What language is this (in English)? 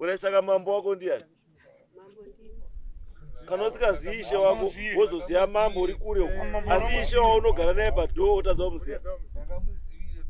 Shona